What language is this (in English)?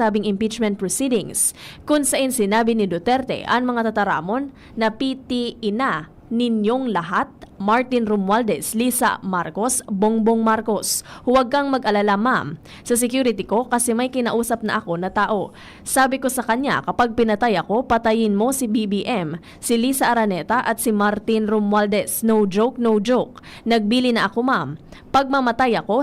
Bikol